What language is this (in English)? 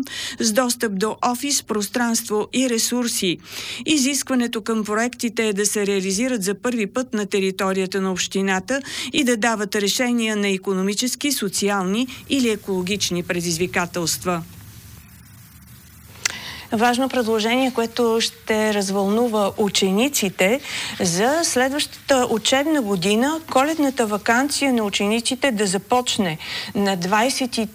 Bulgarian